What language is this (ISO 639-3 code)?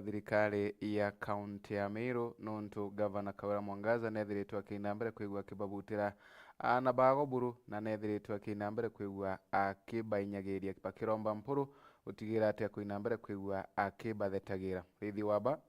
mer